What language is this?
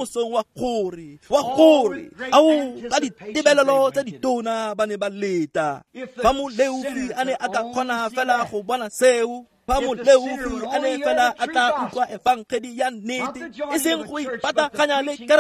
Tswana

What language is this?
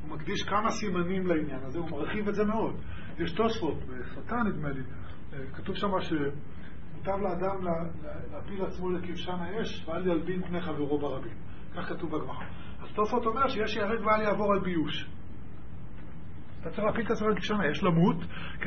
Hebrew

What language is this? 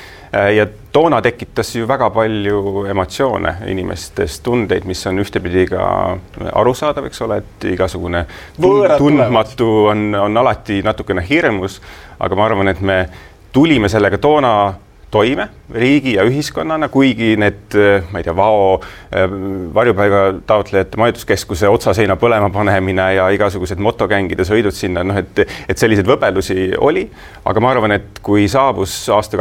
Estonian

